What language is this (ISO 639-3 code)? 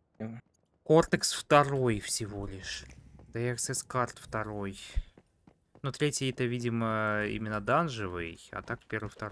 rus